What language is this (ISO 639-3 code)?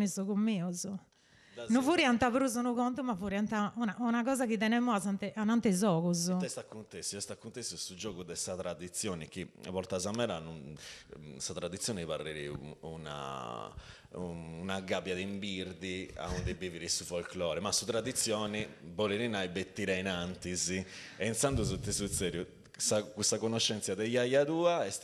srd